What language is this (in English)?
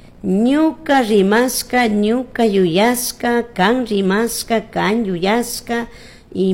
Chimborazo Highland Quichua